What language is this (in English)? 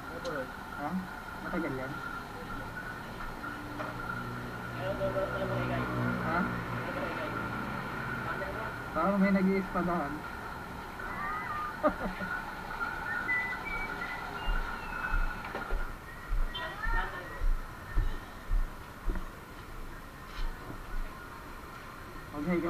Filipino